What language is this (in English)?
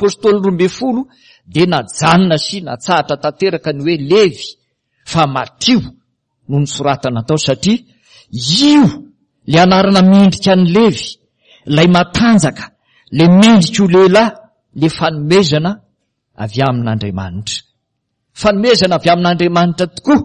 Malagasy